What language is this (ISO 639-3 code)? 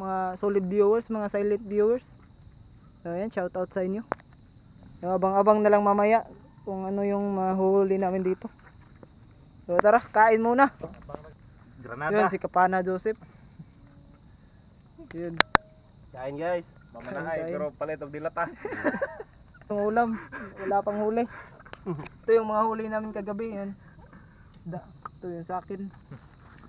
fil